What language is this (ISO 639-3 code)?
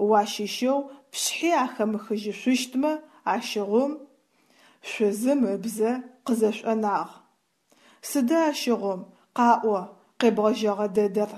ady